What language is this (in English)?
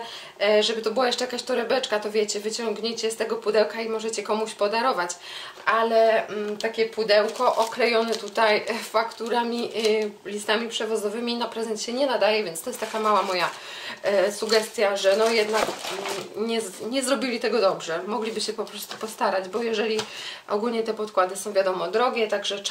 Polish